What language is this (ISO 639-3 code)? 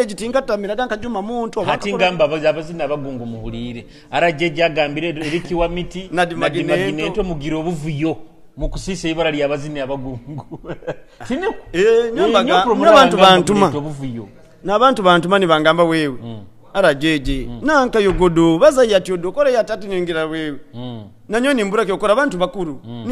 nyo